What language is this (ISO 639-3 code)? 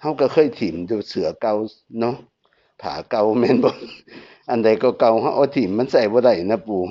tts